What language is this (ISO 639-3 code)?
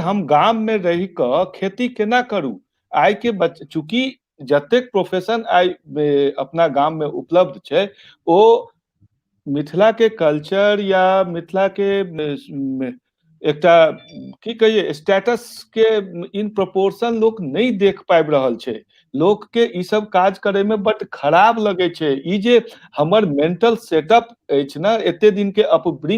mai